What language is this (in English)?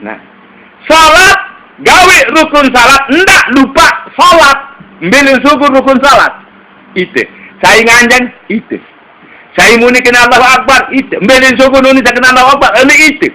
Sasak